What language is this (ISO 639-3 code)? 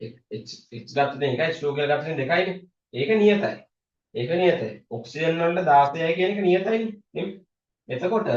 sin